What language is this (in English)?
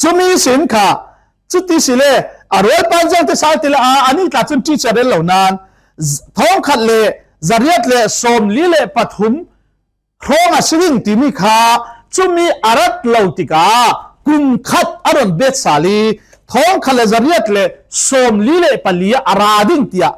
Falam Chin